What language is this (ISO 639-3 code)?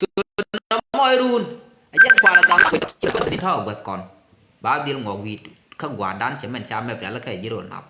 nus